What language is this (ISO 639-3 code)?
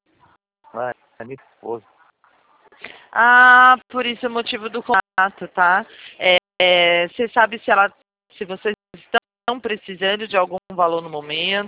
por